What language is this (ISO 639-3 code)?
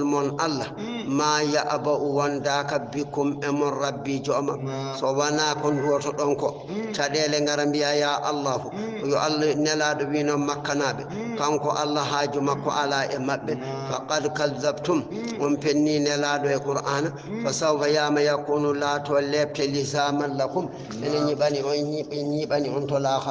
ful